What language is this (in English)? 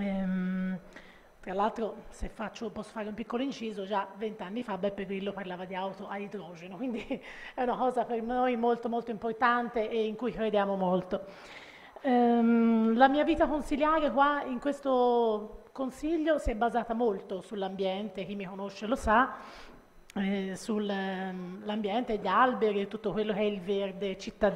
Italian